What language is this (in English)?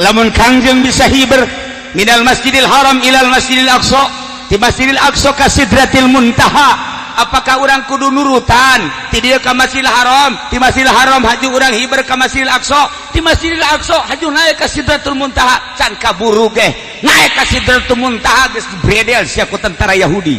Sundanese